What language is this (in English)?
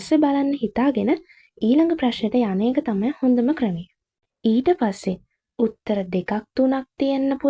Sinhala